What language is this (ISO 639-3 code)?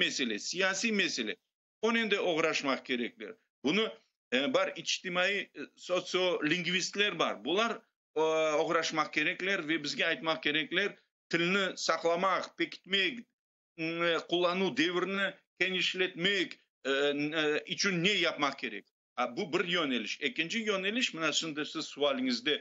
crh